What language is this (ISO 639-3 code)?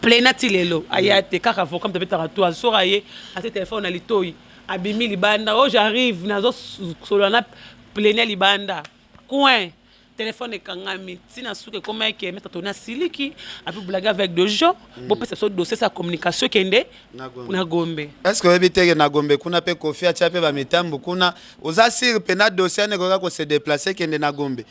lin